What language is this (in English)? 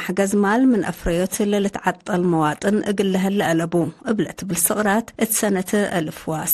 Tigre